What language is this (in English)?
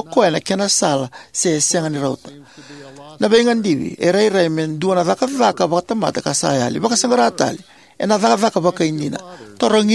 Fijian